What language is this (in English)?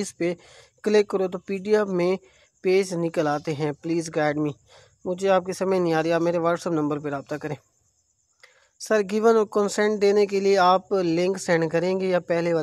Urdu